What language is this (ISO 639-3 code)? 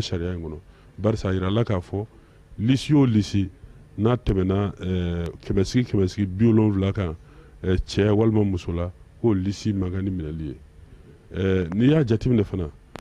bam